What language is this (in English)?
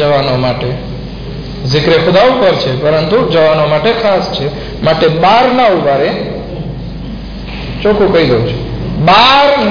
Gujarati